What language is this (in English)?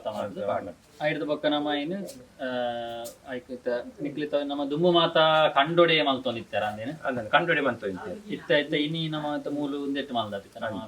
Tulu